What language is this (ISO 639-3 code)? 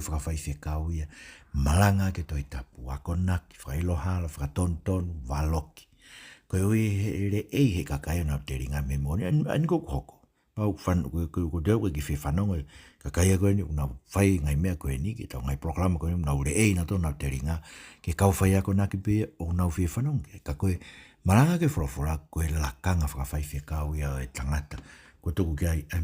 ton